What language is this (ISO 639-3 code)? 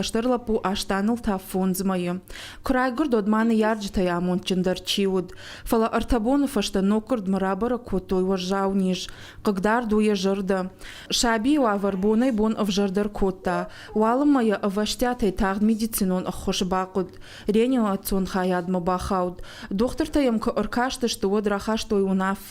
oss